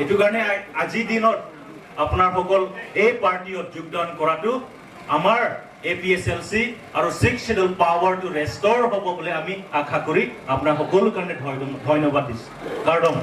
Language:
Karbi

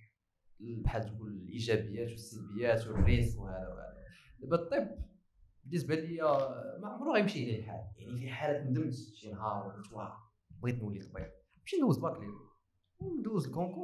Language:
Moroccan Arabic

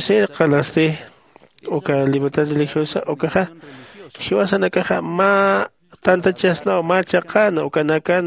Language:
Aymara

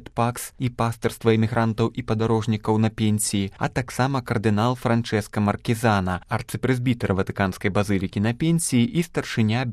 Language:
Belarusian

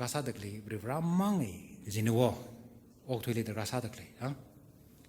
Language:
Tangkhul Naga (India)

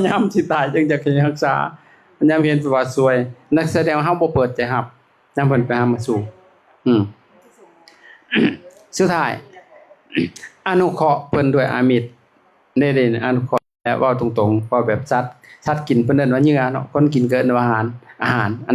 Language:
Lao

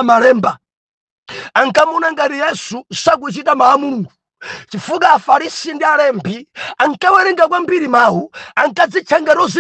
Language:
Nyanja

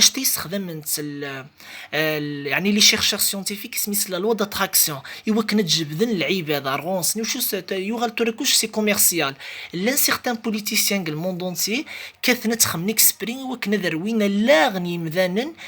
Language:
Kabyle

